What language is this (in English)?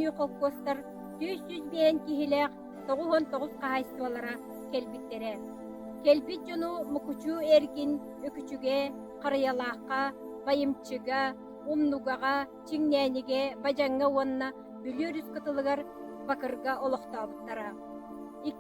Yakut